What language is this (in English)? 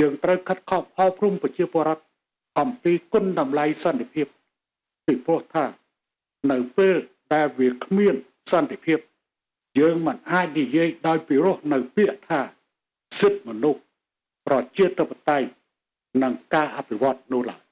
Khmer